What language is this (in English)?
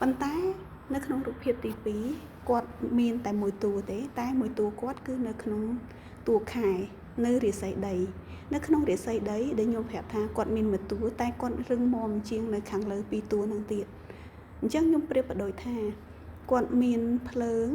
Khmer